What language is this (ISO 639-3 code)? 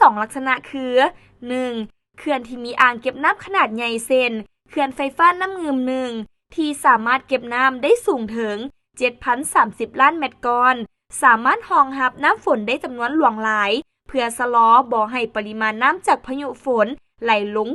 lao